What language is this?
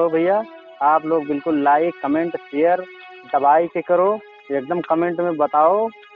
Awadhi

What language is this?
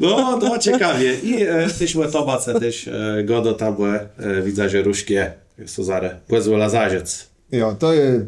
Kashubian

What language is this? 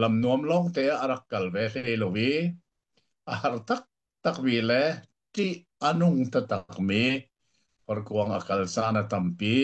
Hakha Chin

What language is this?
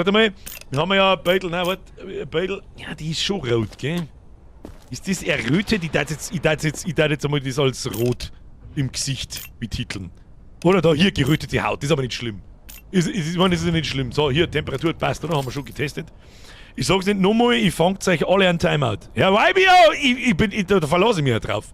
Bavarian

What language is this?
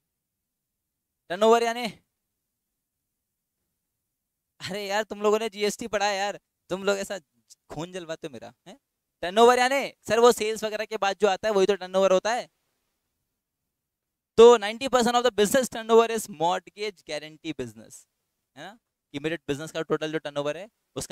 Hindi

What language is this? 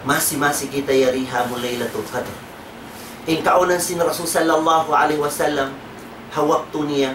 Tausug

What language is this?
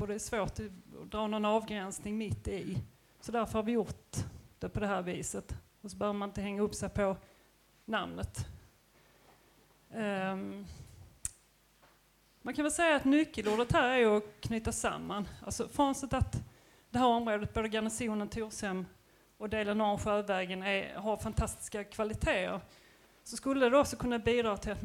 Swedish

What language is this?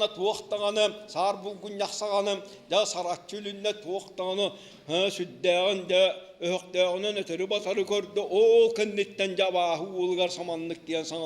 Yakut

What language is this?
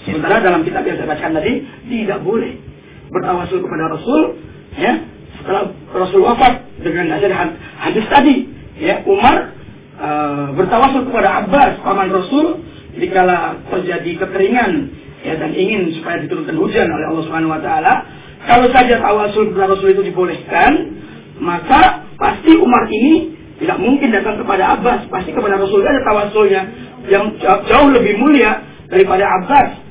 Indonesian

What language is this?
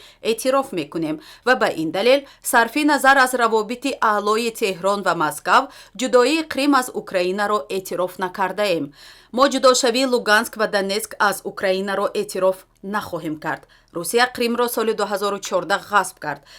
Tajik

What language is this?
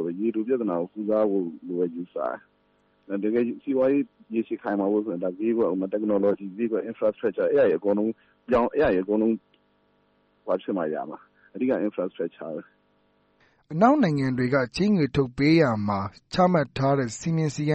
Burmese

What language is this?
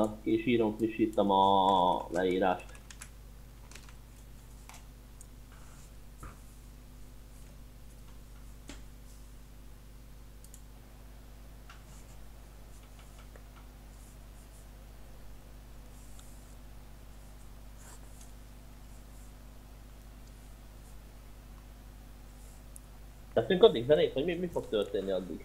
Hungarian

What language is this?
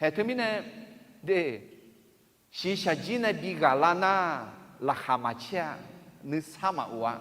Akha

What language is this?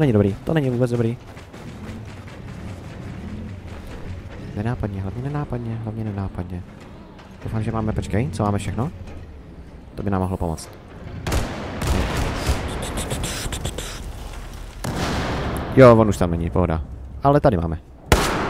Czech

